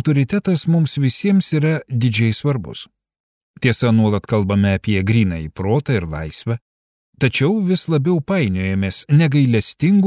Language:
Lithuanian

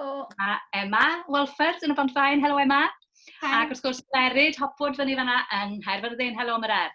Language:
Welsh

